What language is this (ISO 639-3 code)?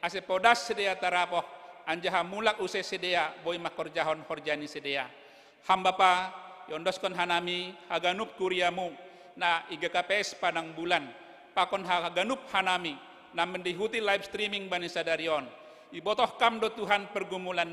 bts